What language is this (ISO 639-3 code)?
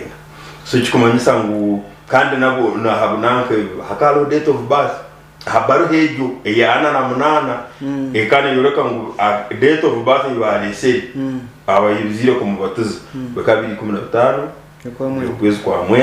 nyn